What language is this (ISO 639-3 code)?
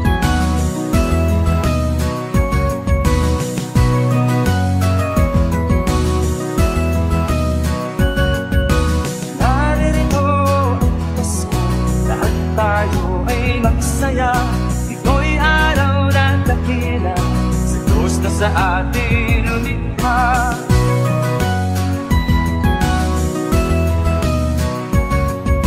fil